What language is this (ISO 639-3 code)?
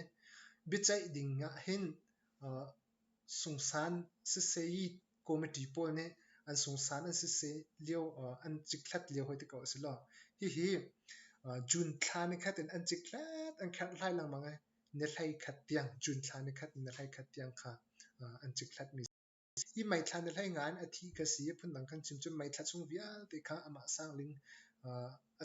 cnh